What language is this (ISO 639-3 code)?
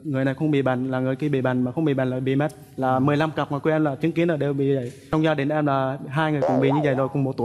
vie